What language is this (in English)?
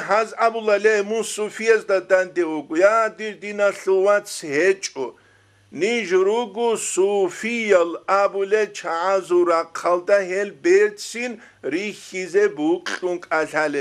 Avaric